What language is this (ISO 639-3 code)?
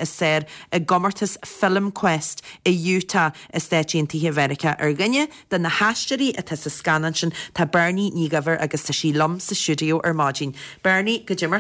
gle